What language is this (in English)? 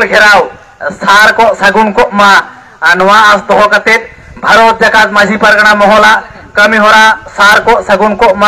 Santali